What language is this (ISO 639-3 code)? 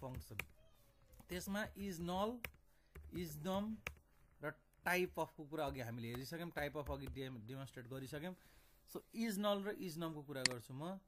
nep